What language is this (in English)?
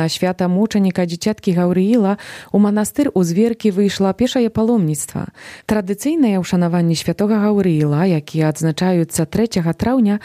Belarusian